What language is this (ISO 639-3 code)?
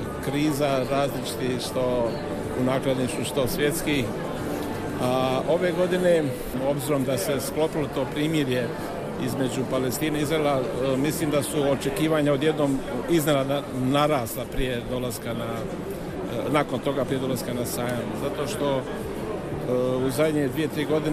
hrv